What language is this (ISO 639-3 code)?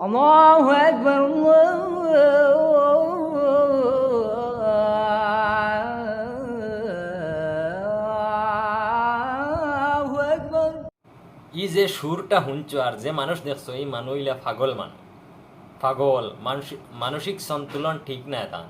syl